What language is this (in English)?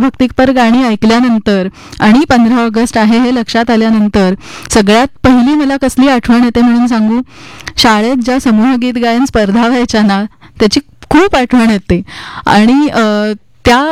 Marathi